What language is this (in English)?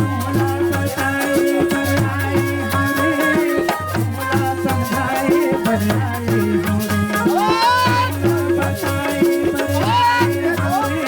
Chhattisgarhi